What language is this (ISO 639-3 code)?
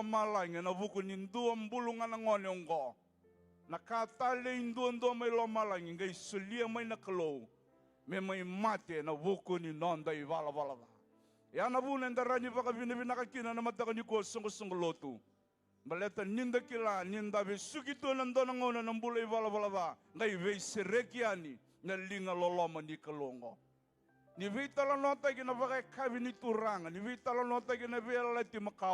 fij